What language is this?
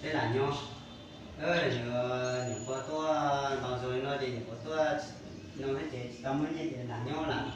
Hmong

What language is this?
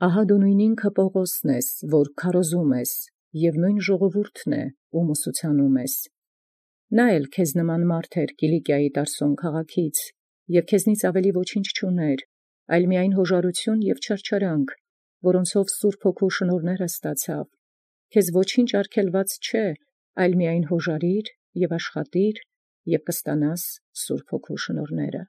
Armenian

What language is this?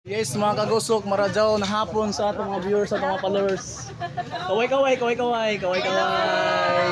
Surigaonon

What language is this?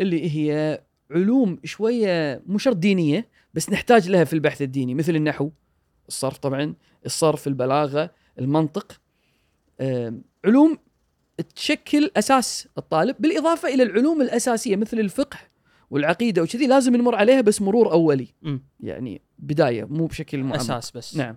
Gulf Arabic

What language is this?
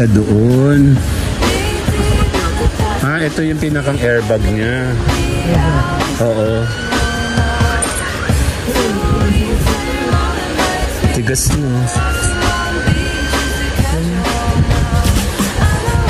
Filipino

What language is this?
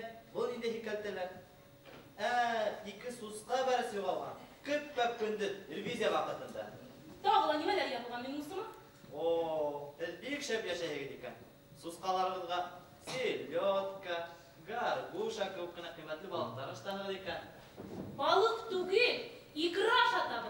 Bashkir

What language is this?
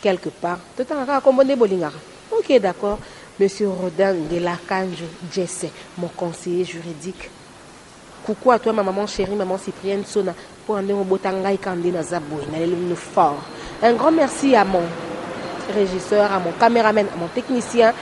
Lingala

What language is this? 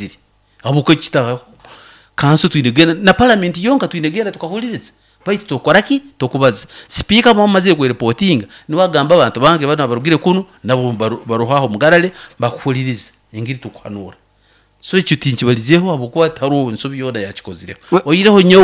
Nyoro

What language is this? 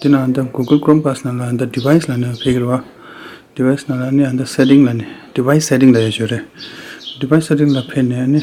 Tibetan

